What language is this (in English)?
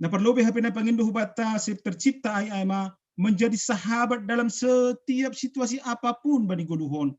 Batak Simalungun